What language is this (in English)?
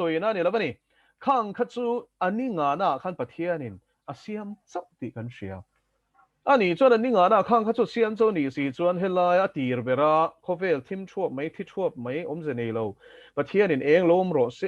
Mizo